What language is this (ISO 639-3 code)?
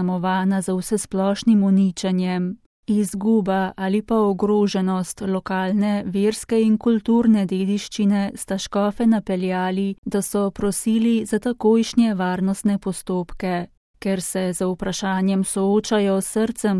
slv